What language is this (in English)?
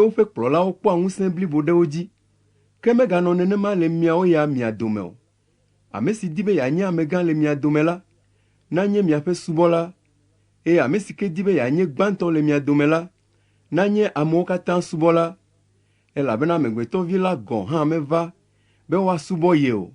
Ewe